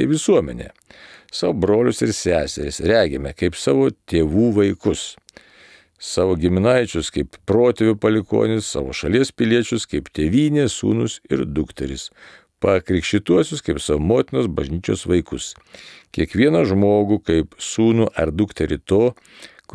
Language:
Lithuanian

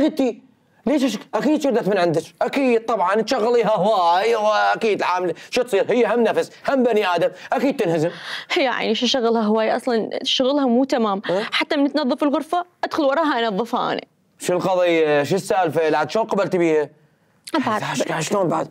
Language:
Mesopotamian Arabic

